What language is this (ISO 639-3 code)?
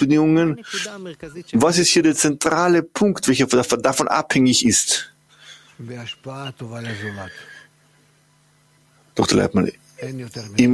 deu